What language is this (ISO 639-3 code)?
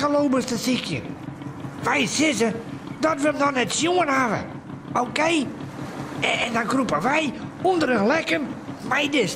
fry